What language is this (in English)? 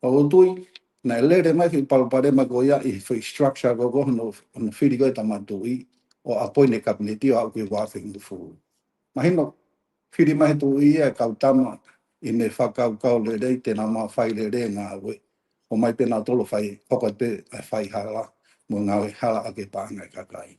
Tongan